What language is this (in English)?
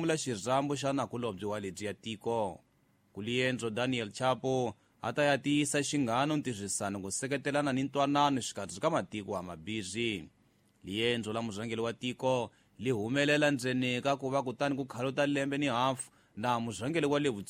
Tsonga